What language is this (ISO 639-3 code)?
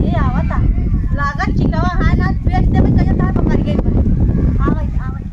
awa